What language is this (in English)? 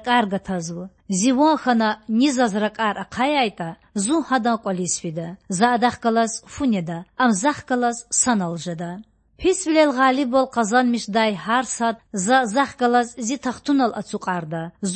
Lezghian